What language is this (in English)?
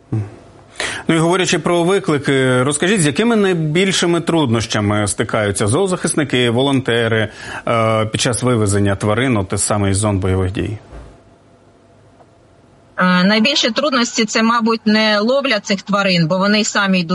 Ukrainian